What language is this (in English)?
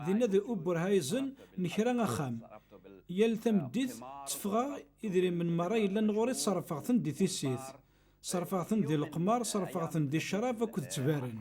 Kabyle